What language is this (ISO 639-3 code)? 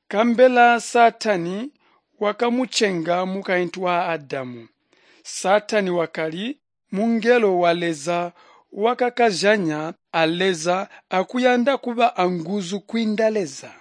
toi